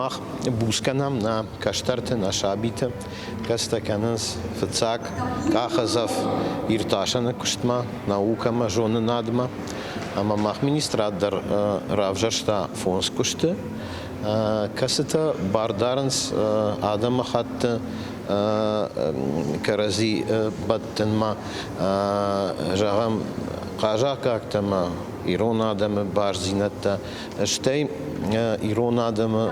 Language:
Ossetic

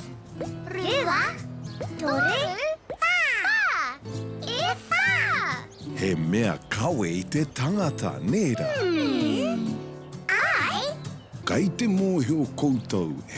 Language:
Māori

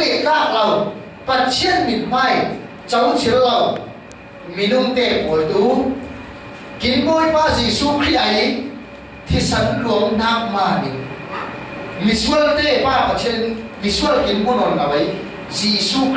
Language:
Falam Chin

